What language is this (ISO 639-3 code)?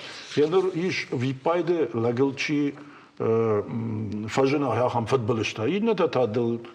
oss